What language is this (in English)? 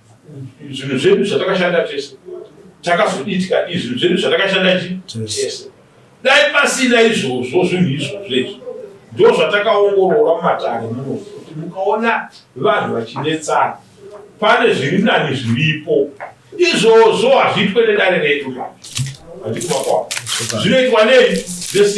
Shona